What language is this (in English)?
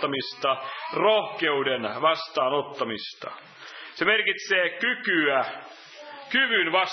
Finnish